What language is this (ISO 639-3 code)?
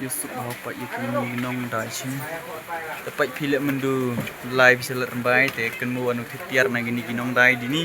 kha